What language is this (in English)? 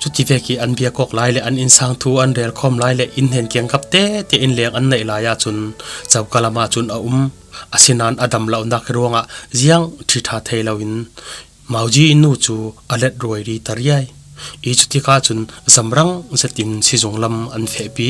Falam Chin